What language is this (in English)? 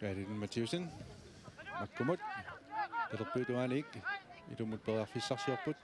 Kalaallisut